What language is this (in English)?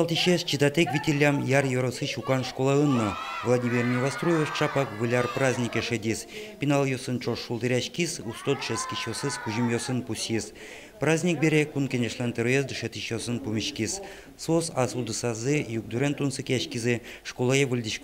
Udmurt